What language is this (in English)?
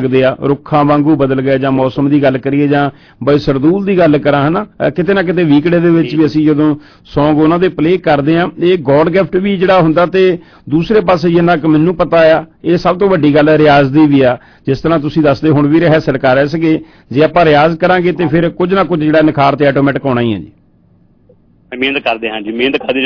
Punjabi